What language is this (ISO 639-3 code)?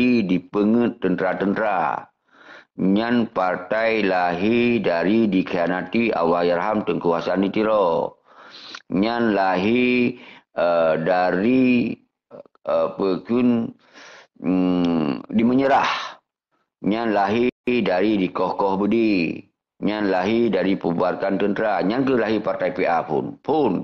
ace